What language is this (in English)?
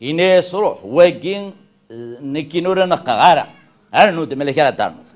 Kabyle